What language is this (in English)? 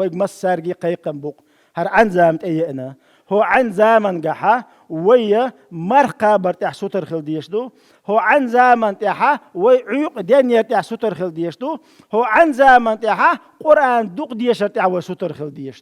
Chechen